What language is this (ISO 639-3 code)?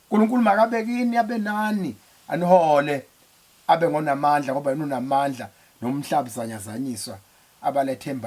zul